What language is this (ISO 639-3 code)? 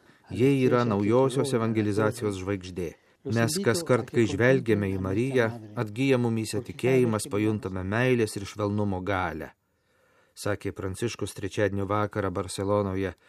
lit